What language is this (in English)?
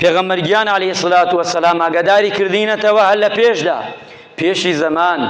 Central Kurdish